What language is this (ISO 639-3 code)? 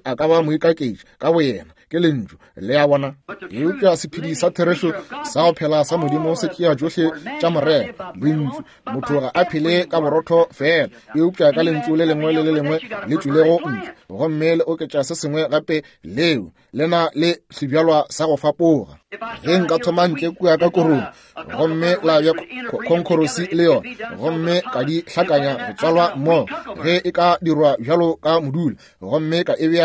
nso